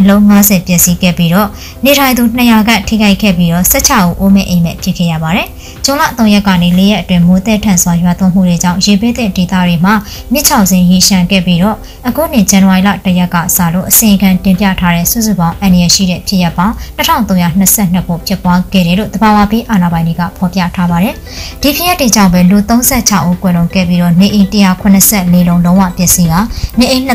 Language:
Burmese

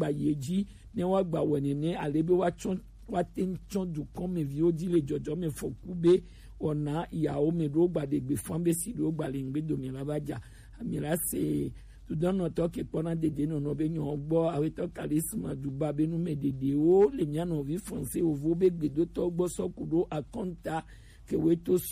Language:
Gen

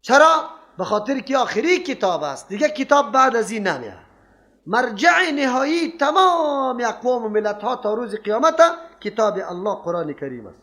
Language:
Persian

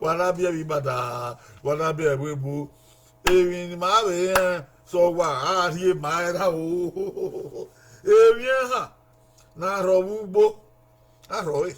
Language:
Bini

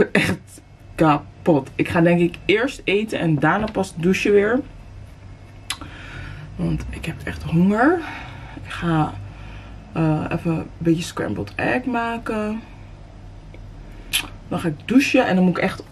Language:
Dutch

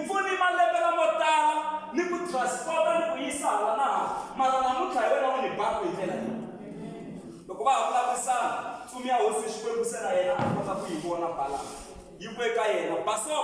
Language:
Tsonga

